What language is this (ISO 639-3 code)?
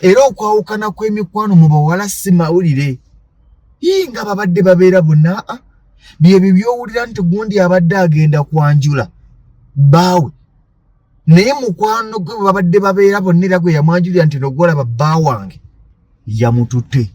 lug